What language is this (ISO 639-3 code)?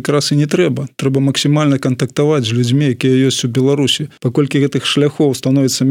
bel